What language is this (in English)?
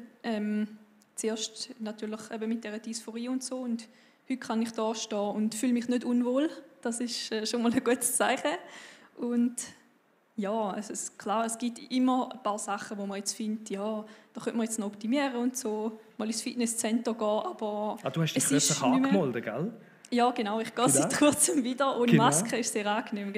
Swiss German